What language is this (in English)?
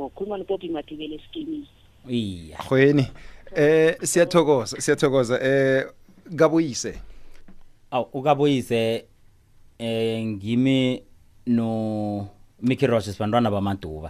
South Ndebele